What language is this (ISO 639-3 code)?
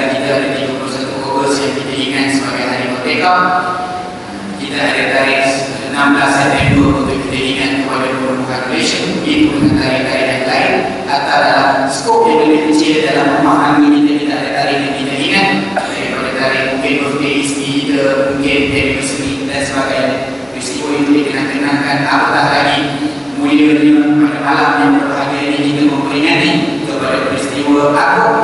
msa